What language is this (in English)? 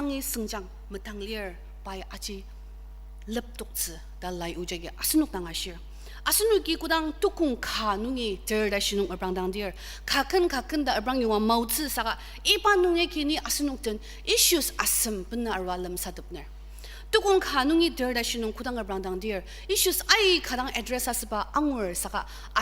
Ao Naga